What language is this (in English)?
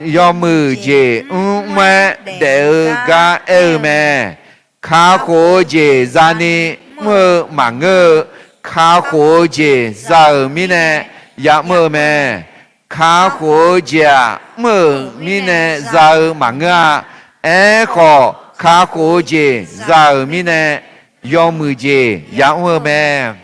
Akha